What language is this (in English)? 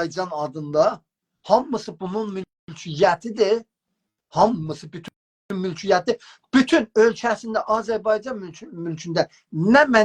South Azerbaijani